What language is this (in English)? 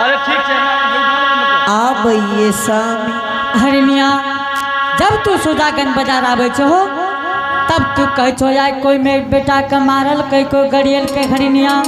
Angika